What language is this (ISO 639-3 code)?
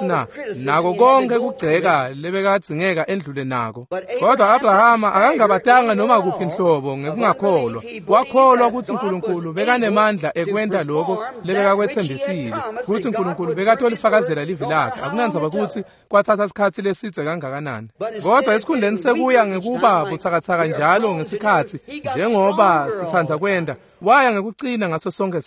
ssw